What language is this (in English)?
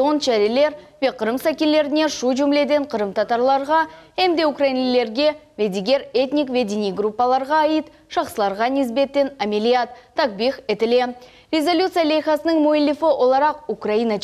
Crimean Tatar